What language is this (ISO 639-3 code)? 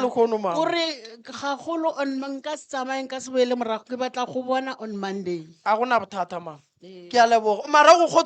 nso